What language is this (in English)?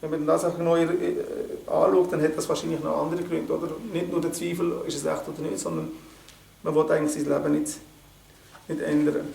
Swiss German